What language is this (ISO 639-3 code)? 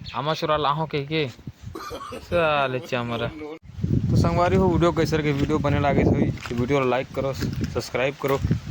hne